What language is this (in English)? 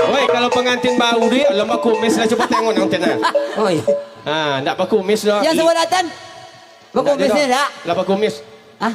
Minangkabau